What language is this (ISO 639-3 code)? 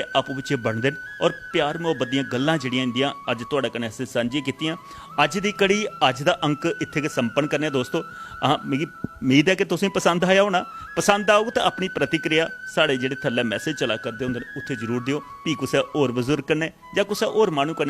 doi